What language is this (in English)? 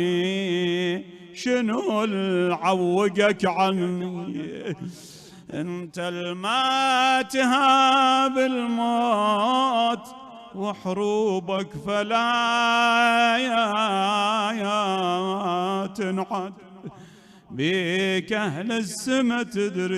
Mesopotamian Arabic